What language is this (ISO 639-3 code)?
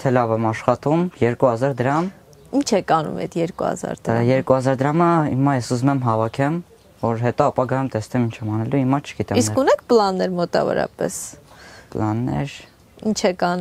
hye